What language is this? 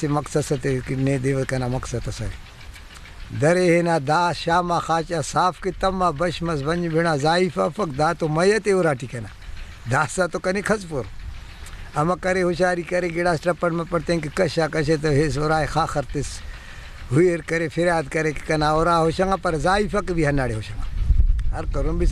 Brahui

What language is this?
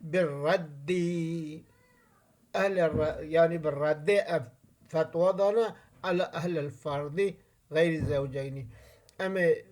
Kurdish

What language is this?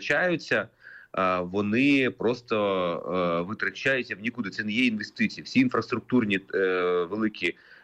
Ukrainian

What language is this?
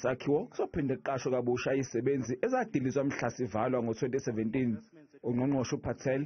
Zulu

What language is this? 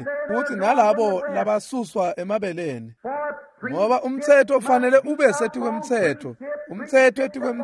Swati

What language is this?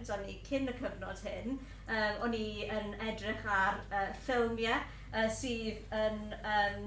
Welsh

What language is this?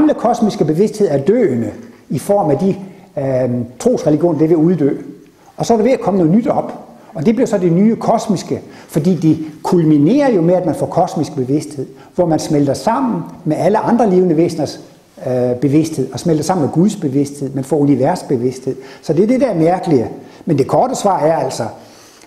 Danish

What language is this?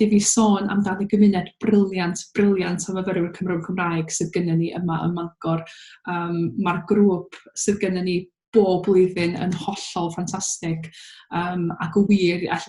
Welsh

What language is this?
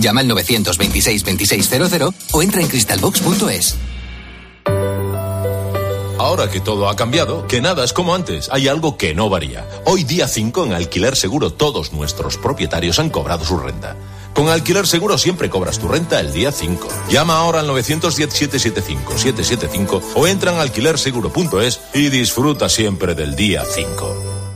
Spanish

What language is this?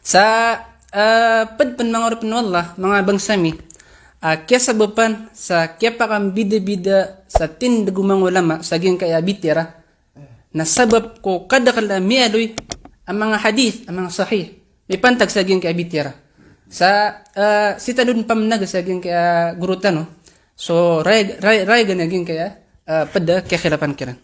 Maranao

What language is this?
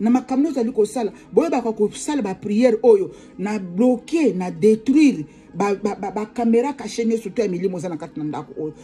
Lingala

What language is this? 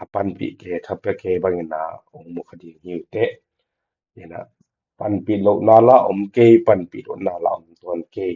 Tedim Chin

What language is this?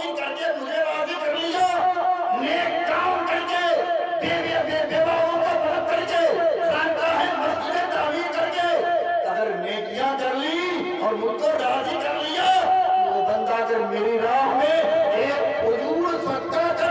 Urdu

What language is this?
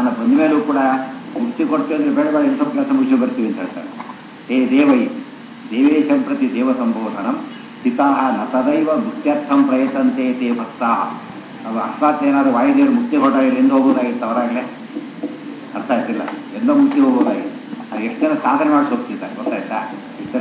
Kannada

